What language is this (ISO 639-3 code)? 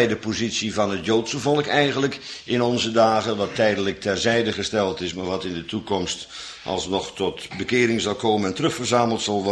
nld